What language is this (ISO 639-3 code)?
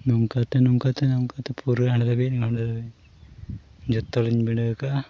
sat